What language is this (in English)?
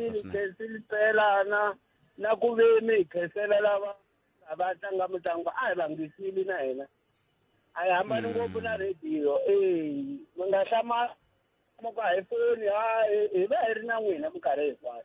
Tsonga